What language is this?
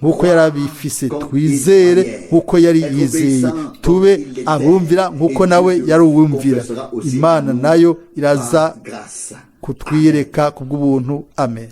Rundi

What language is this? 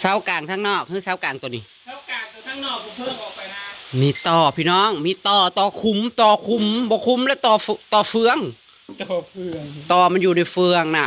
Northeastern Thai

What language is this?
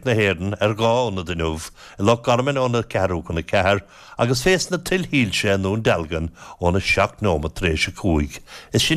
Irish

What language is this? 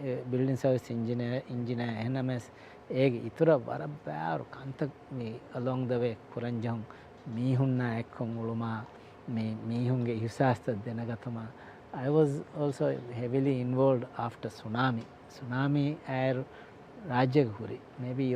Divehi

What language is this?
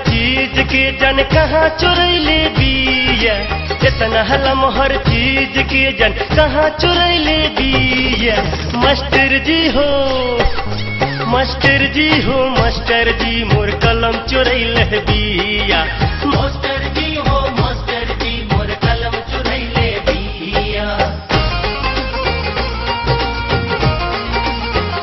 Bhojpuri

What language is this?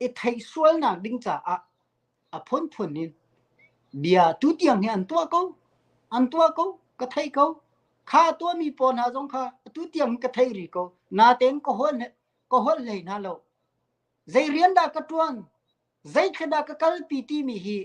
Hakha Chin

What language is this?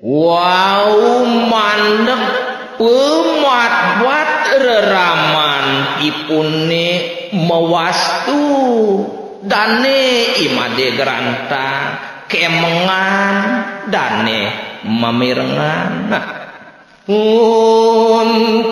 Balinese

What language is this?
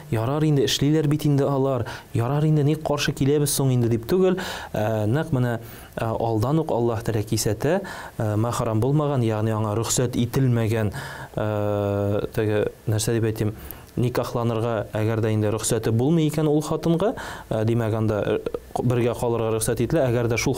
Tatar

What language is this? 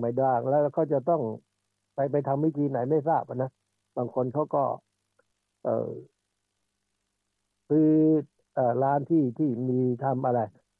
Thai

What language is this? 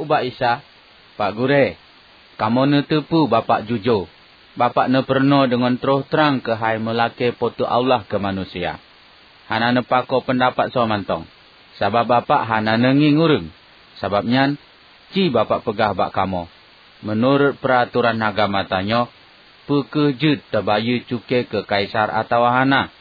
Achinese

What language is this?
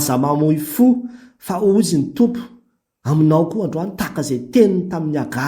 Malagasy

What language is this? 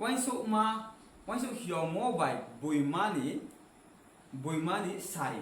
Riang (India)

